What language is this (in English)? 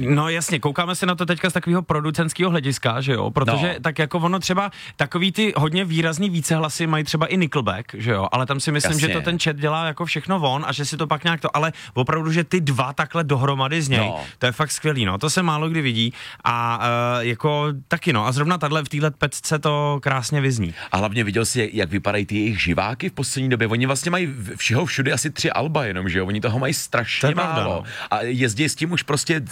Czech